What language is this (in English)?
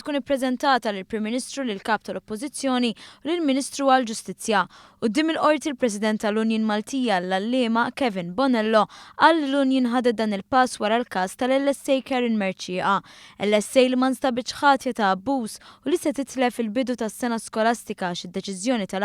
Maltese